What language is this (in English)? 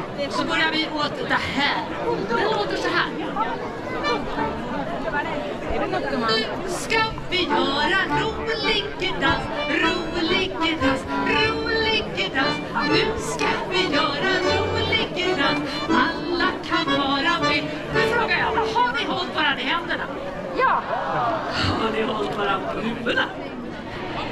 Swedish